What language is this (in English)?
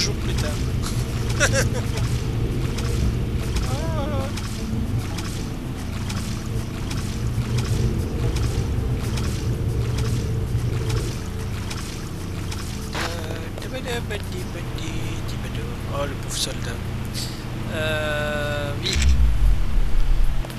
French